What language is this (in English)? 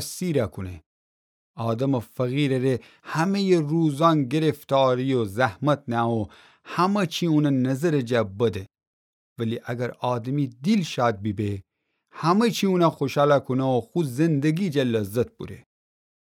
Gilaki